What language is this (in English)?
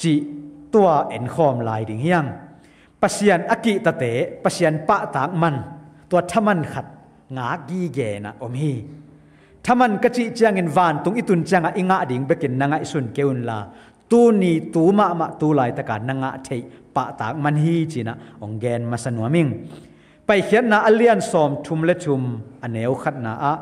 Tedim Chin